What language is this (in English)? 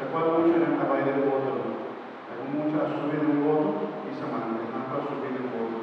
Papiamento